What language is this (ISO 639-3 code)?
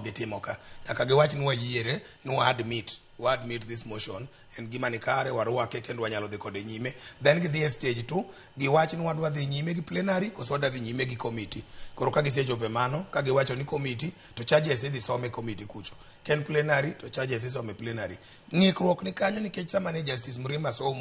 luo